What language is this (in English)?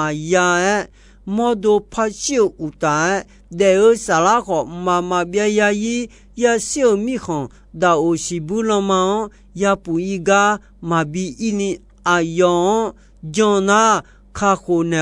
Akha